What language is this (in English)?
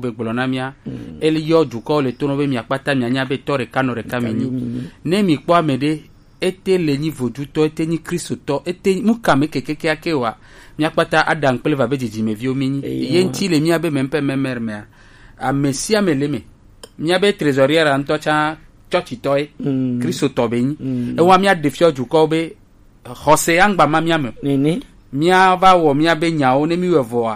Gen